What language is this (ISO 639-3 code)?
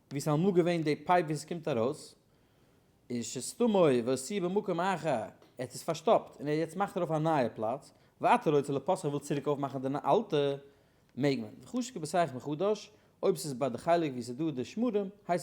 yid